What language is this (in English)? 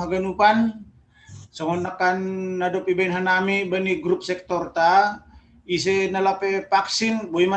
Batak Simalungun